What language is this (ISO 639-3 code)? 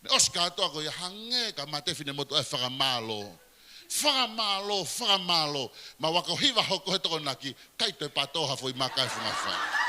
ton